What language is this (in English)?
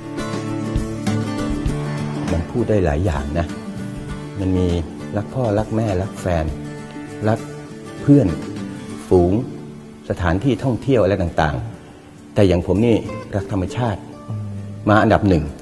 Thai